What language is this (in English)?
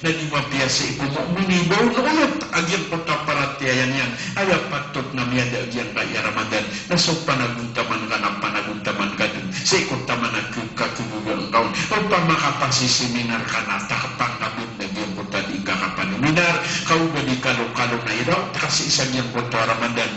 Maranao